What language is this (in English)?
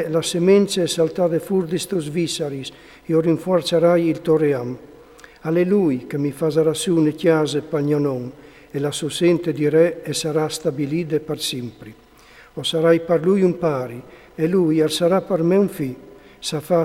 Friulian